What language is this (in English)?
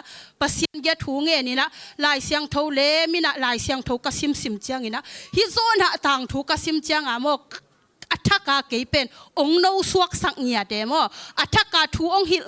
Tedim Chin